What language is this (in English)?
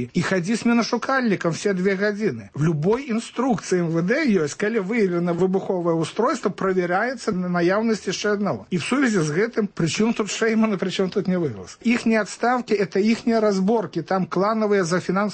Belarusian